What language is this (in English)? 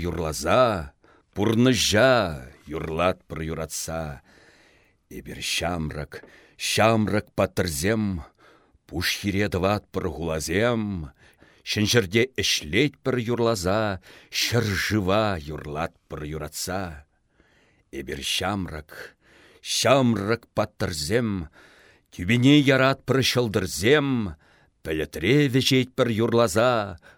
Chuvash